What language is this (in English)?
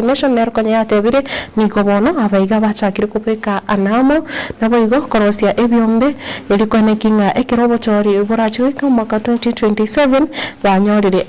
Gusii